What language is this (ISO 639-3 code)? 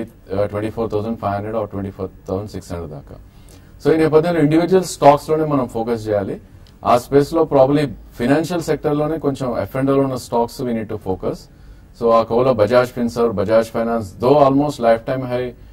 tel